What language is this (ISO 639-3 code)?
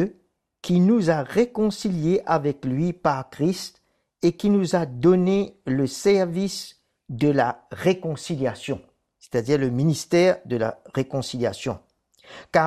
fra